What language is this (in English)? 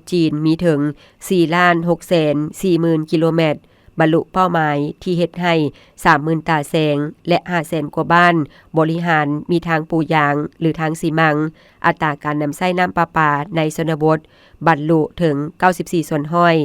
Lao